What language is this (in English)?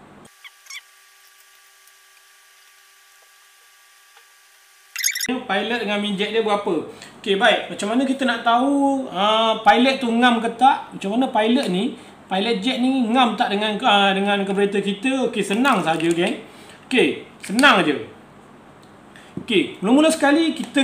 Malay